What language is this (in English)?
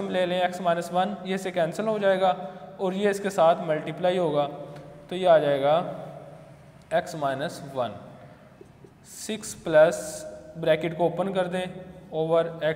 Hindi